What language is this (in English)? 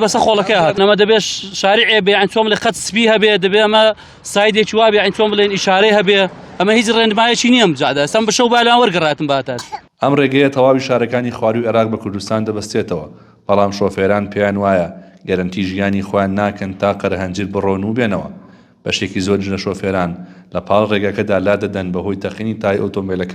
Central Kurdish